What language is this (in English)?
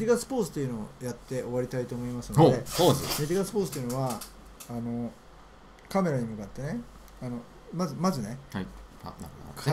Japanese